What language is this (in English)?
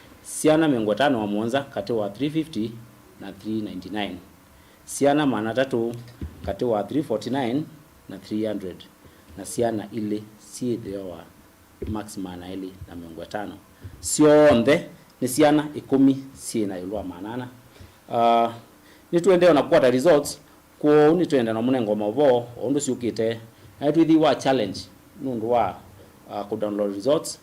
Kamba